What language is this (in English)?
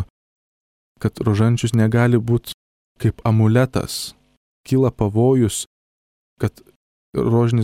Lithuanian